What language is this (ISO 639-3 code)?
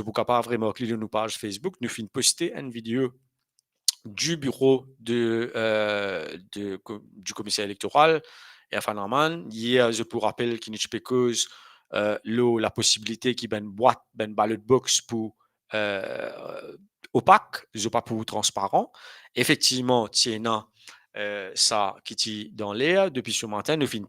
mfe